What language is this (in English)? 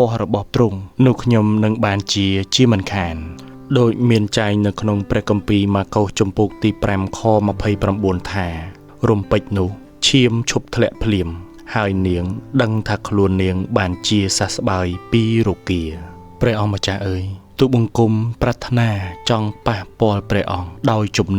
Khmer